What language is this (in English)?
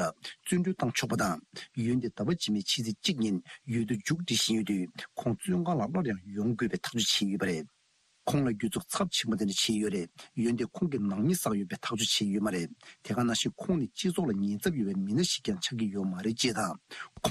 Tibetan